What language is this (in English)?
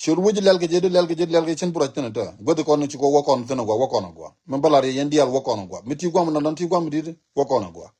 Nuer